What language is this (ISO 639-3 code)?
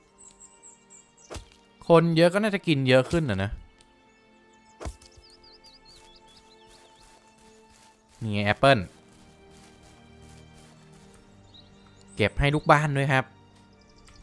tha